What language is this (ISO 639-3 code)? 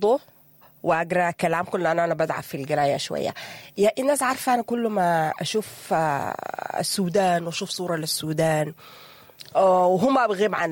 apd